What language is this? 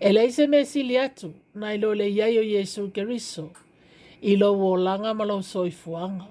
Samoan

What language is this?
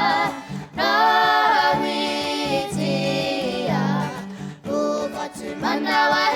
Māori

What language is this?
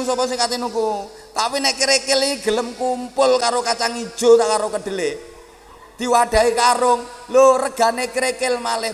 Javanese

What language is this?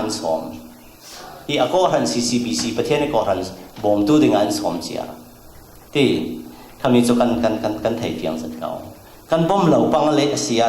Falam Chin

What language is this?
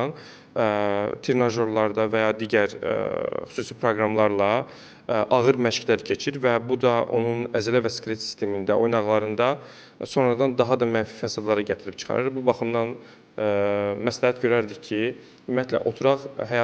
Azerbaijani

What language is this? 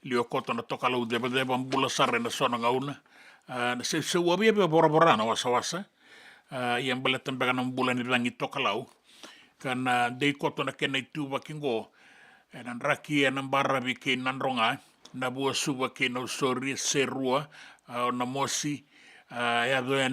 Fijian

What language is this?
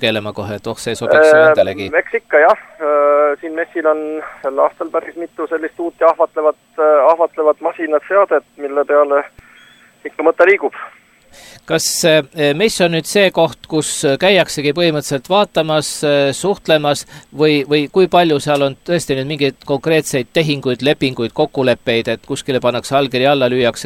Estonian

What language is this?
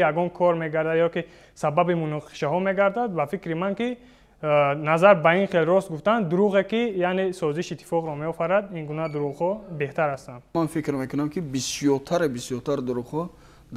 Tajik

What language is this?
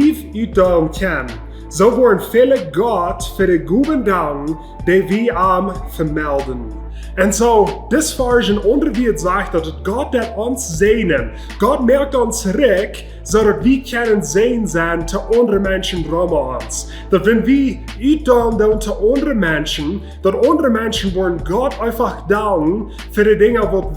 Plautdietsch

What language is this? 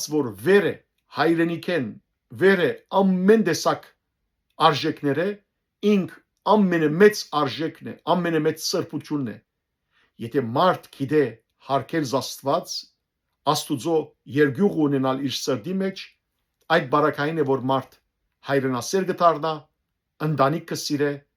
Western Armenian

